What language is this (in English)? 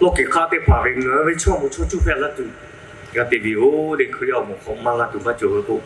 Lahu